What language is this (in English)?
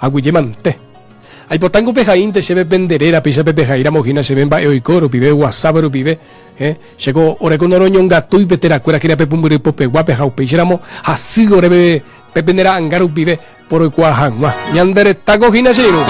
Guarani